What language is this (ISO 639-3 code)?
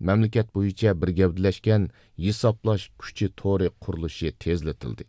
uig